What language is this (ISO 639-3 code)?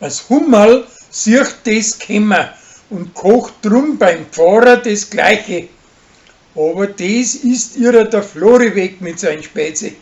bar